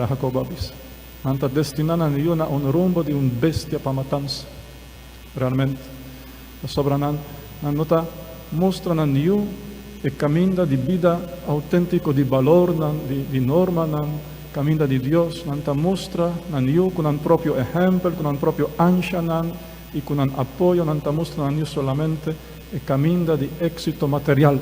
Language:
Papiamento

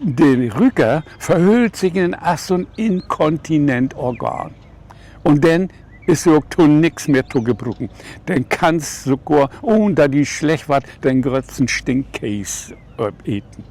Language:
Low German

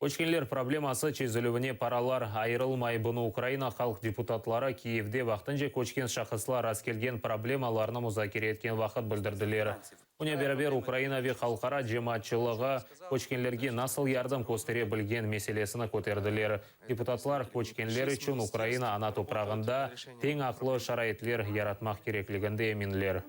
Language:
Crimean Tatar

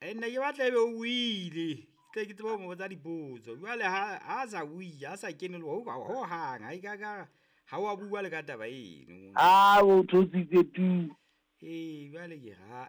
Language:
Southern Sotho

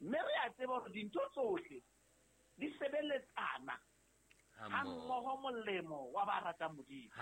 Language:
Southern Sotho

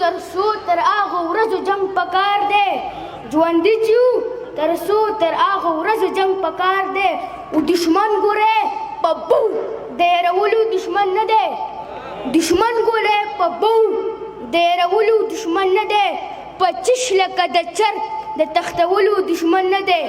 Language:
Pashto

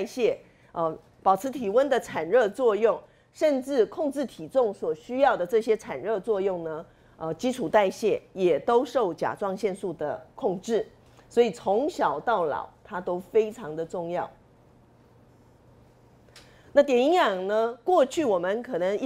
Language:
Chinese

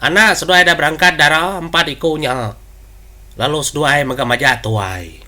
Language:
Iban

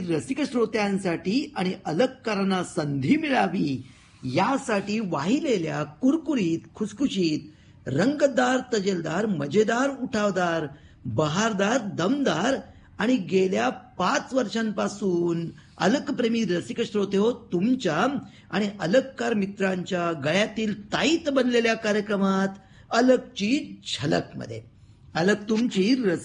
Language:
Marathi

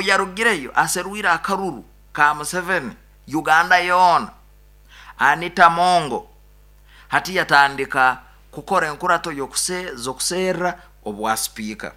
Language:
Nyoro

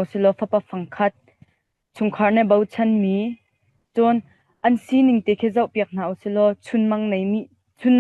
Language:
Hakha Chin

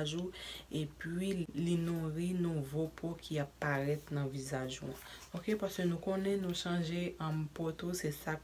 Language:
Haitian Creole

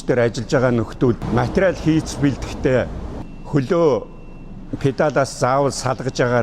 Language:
Mongolian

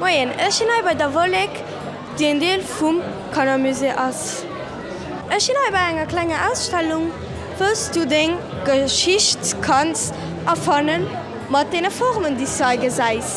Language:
Luxembourgish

